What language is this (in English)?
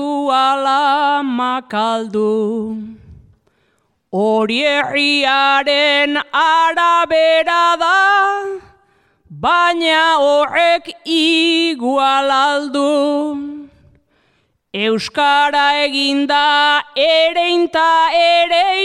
Basque